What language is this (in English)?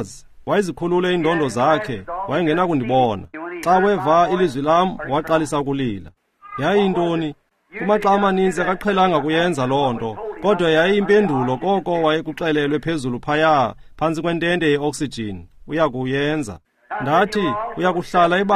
Xhosa